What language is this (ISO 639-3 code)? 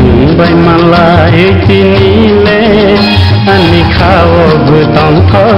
trp